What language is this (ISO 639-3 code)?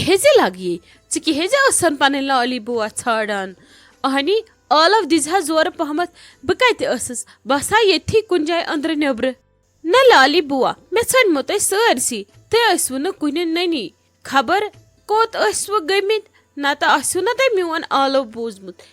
kas